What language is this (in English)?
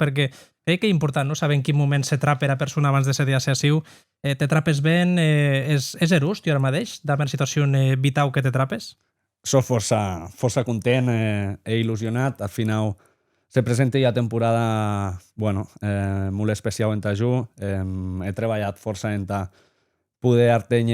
Occitan